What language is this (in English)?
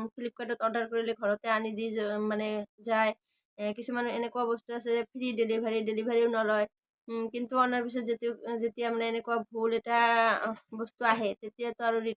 Assamese